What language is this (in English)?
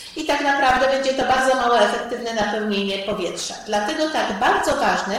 Polish